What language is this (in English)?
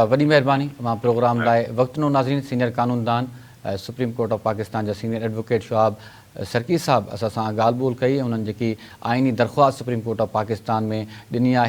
Sindhi